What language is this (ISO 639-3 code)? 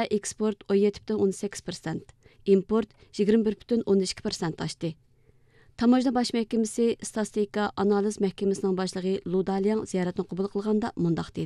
uig